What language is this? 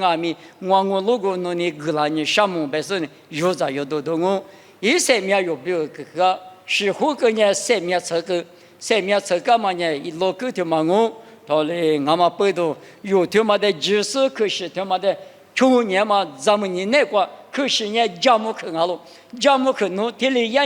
Lisu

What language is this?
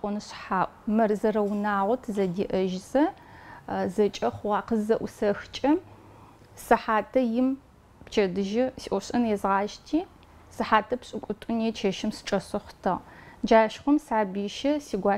Adyghe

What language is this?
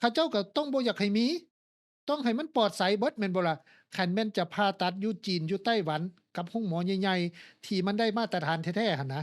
Lao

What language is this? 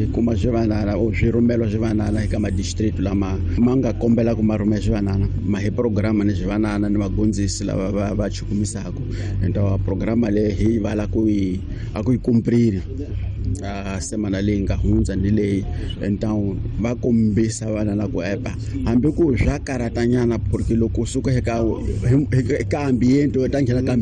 Tsonga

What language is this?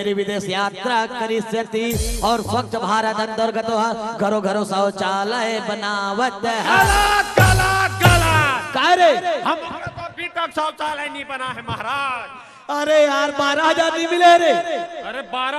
Chhattisgarhi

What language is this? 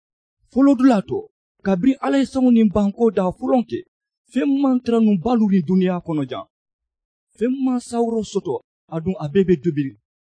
Mandingo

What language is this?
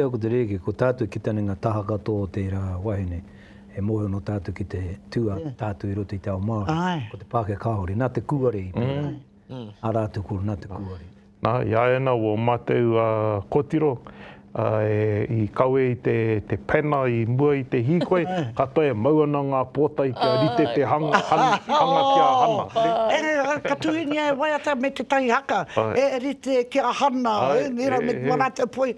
Māori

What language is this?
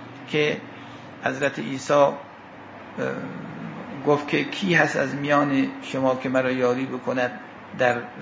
Persian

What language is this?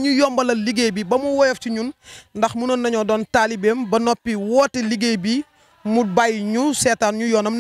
Wolof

